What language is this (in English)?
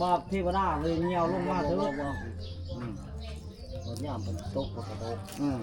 Northeastern Thai